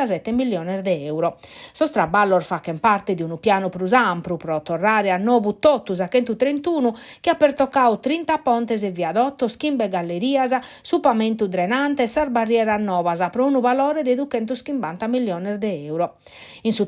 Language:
Sardinian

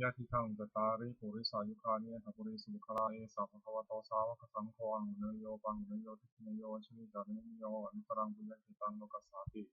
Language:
Pali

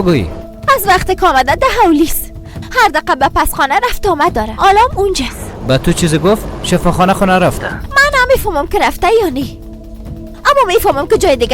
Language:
Persian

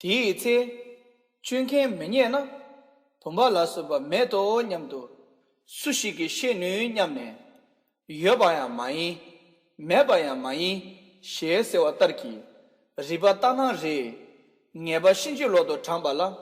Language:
Tibetan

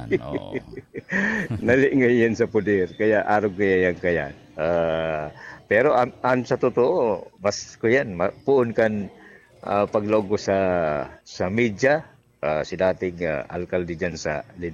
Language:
Bikol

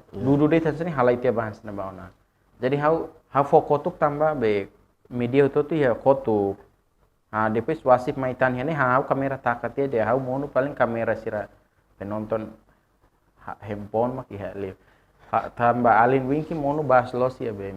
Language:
Tetum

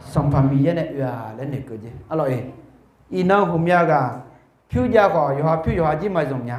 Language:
Akha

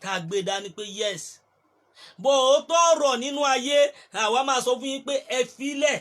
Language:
Yoruba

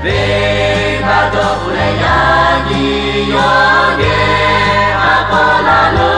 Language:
Lahu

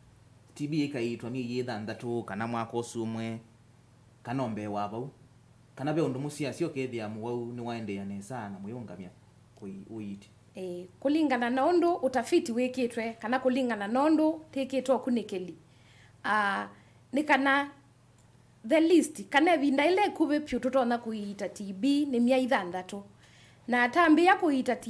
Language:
Kamba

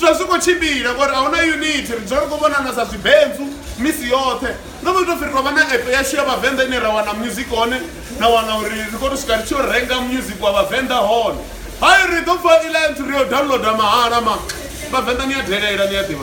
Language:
Venda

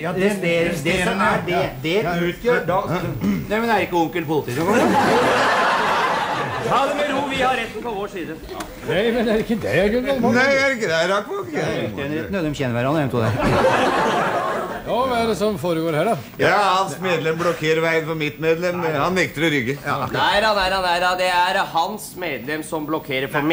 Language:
Norwegian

